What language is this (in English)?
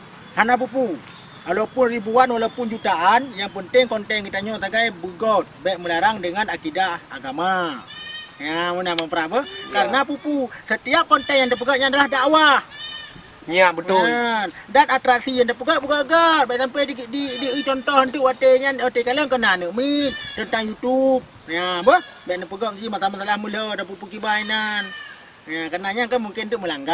Achinese